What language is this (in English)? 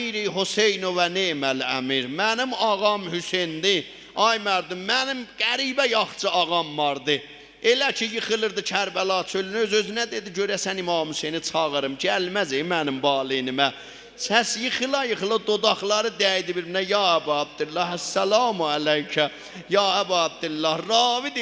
South Azerbaijani